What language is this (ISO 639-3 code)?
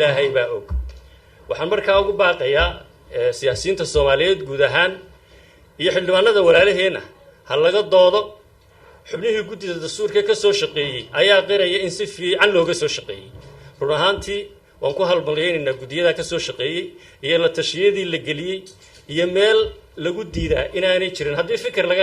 som